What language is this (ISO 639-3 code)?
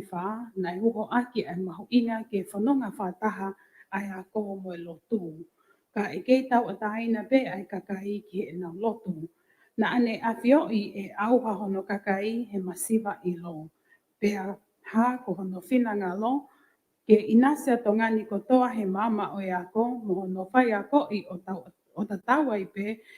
ton